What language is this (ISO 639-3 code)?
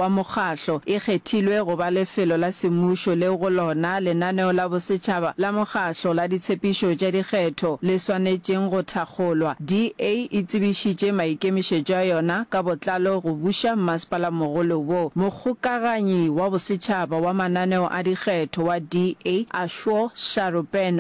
nso